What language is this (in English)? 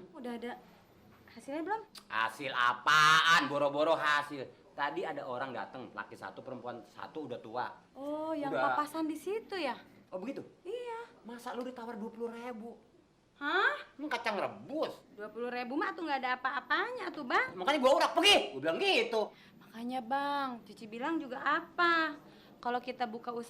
Betawi